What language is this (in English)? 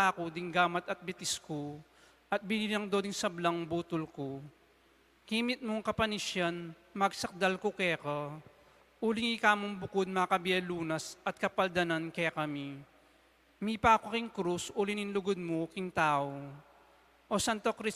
Pampanga